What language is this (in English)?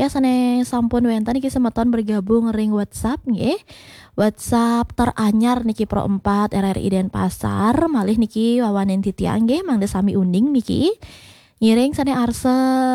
Balinese